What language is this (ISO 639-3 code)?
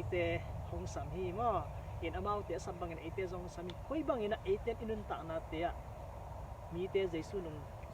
ctd